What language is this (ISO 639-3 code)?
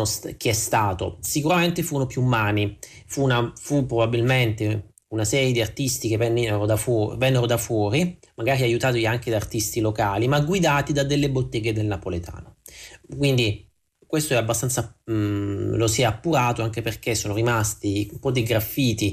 ita